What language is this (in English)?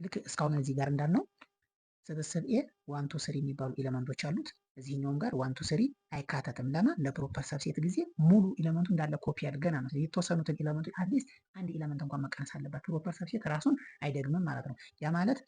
Amharic